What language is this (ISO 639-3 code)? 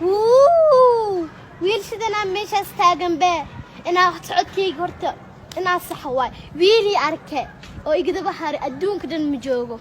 som